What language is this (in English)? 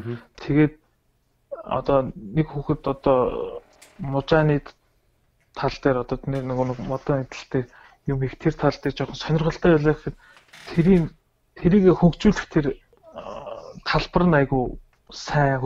Mongolian